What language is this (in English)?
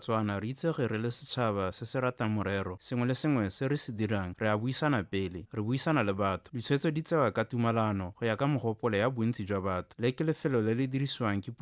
Tswana